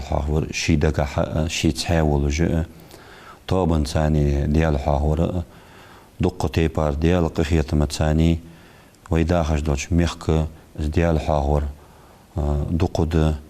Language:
Ingush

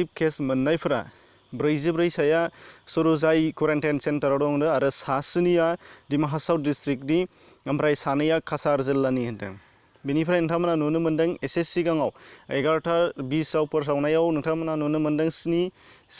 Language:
Bodo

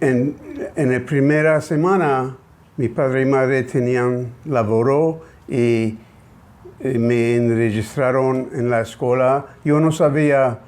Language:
Ladino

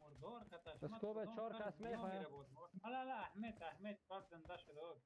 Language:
Persian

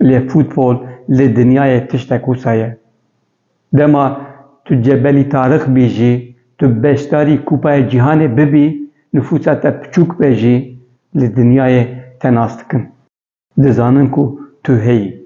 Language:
Kurdish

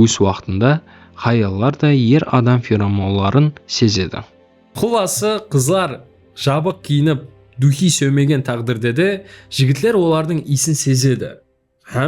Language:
Kara-Kalpak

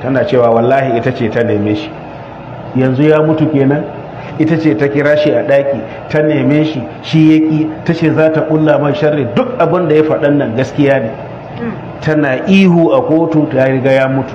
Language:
Hausa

